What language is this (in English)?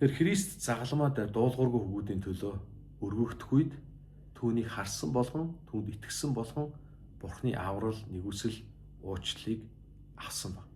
Mongolian